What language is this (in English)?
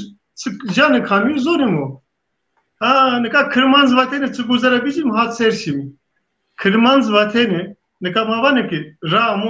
Zaza